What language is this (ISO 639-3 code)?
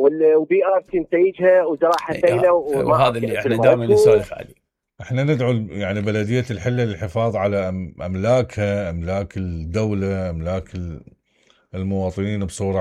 acm